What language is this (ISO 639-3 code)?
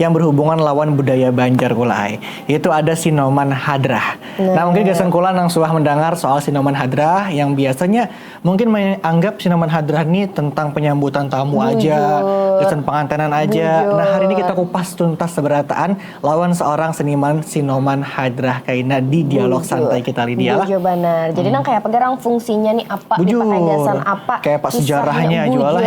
bjn